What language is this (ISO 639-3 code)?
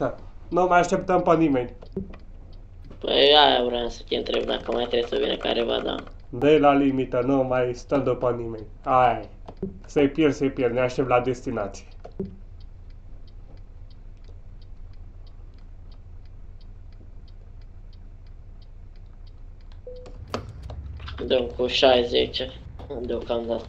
ron